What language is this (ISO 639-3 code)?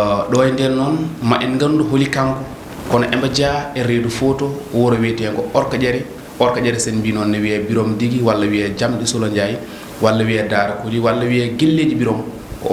ful